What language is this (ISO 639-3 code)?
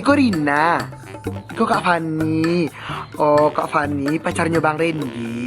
min